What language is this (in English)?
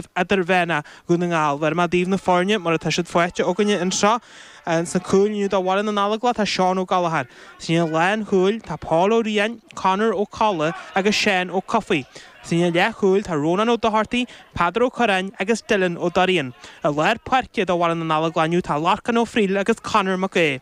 Irish